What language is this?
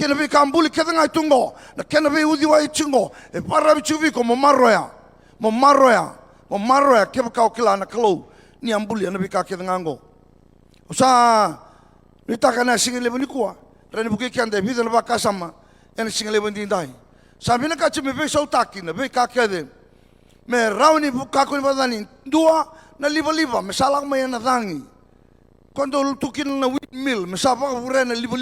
Fijian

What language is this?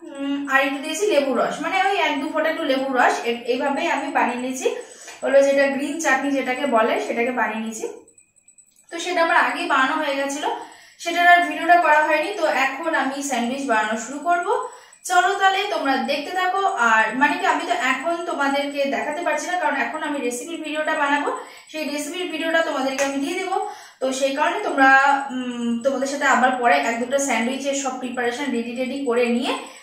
Bangla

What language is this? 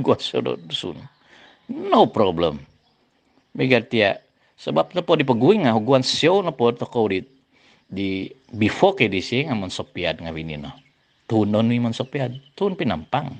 Central Dusun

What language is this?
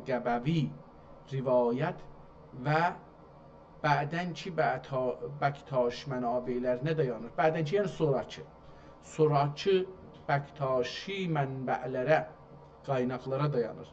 South Azerbaijani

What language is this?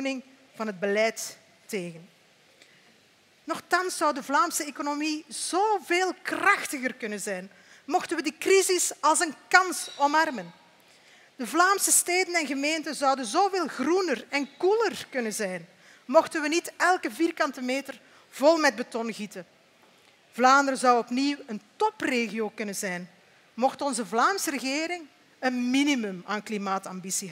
Dutch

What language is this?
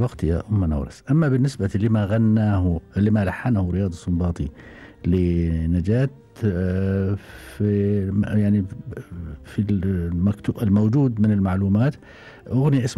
Gulf Arabic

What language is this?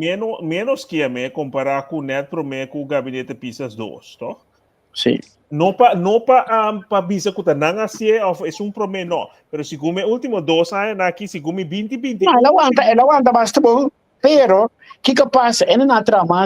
Papiamento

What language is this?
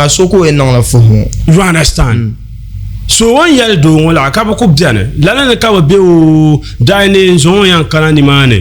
Dagbani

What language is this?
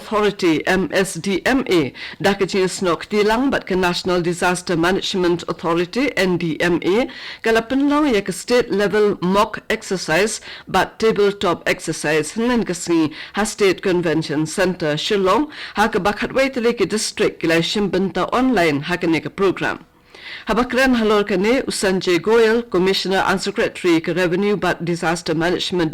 Khasi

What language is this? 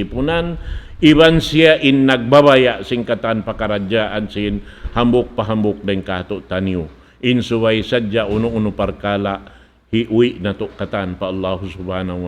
Tausug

